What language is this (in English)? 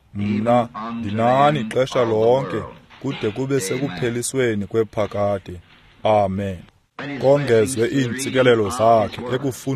Xhosa